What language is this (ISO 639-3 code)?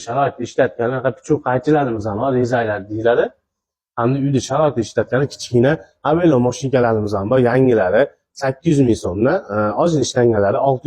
uzb